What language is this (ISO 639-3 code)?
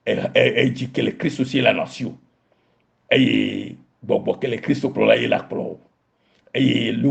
ewe